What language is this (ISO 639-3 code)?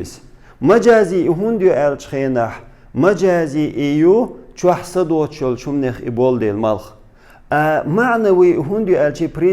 che